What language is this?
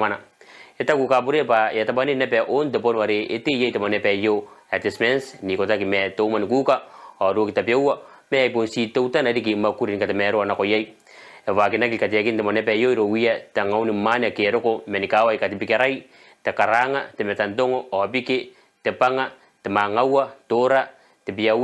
Gilbertese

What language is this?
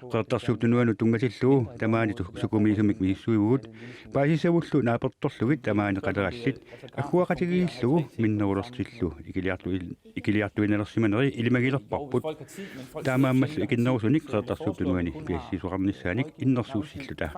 Kalaallisut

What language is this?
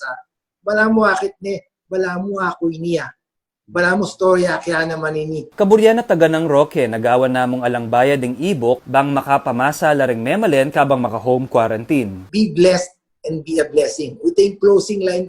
Pampanga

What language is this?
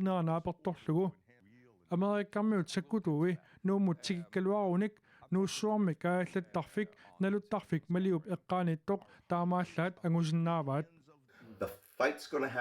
Kalaallisut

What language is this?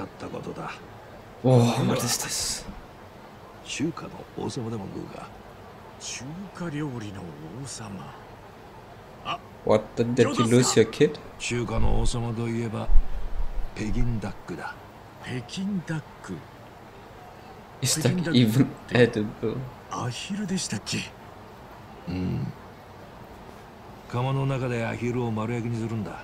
Japanese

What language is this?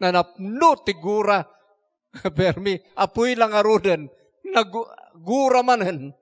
Iloko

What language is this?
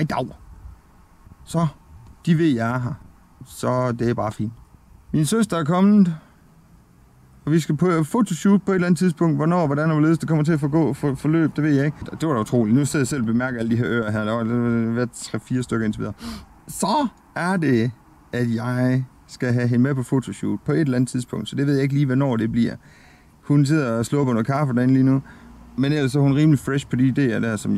Danish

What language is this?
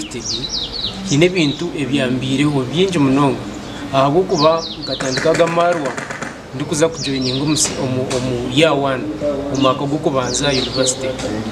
Nyankole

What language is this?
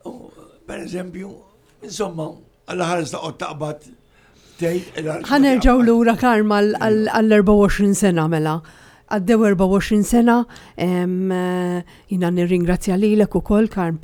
Maltese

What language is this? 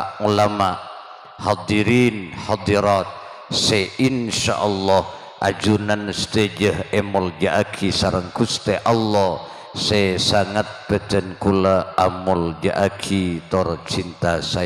Madurese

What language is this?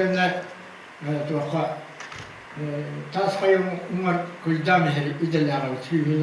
Yakut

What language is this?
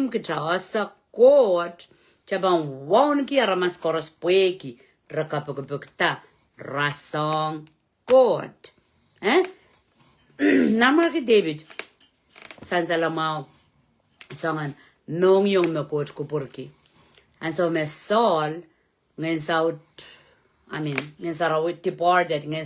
Pohnpeian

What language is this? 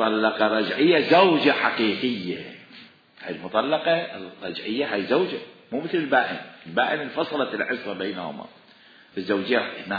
Mesopotamian Arabic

